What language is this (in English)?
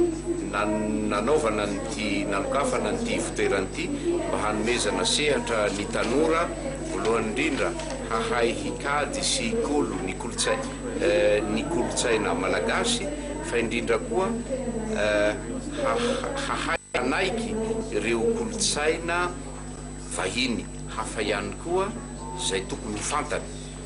Malagasy